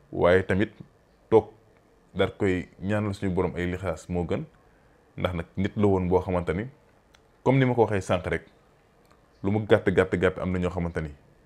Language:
Wolof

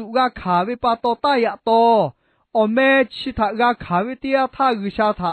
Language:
Lahu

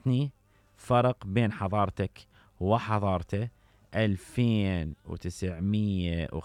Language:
Mesopotamian Arabic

